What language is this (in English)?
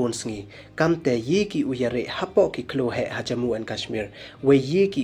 Pnar